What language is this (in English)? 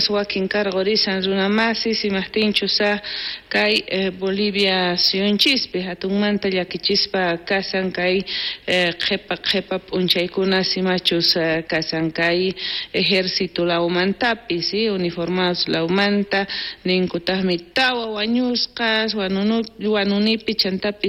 South Bolivian Quechua